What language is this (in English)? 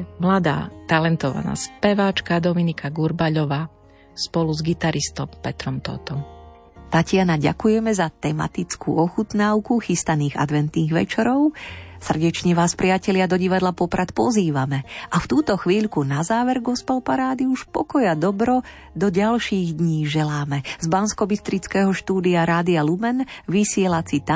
Slovak